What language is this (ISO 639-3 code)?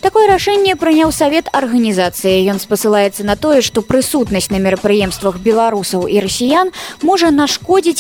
bel